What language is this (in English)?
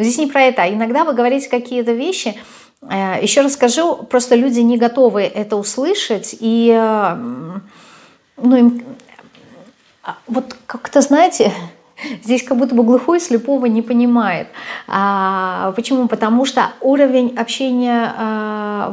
Russian